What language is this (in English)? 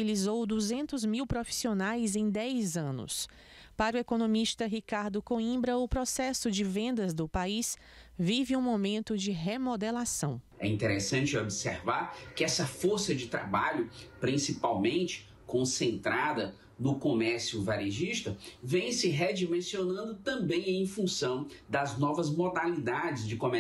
Portuguese